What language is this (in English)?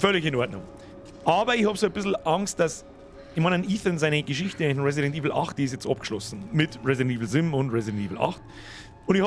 Bavarian